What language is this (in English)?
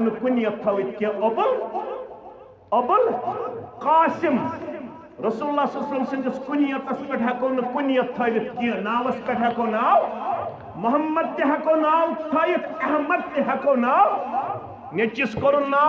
Kashmiri